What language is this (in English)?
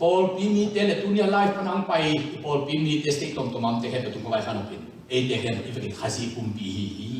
Tedim Chin